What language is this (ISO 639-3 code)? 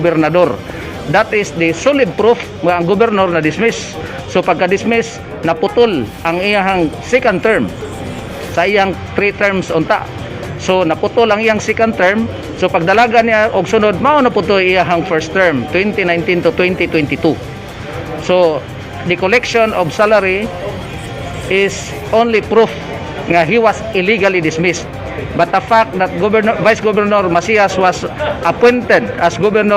ceb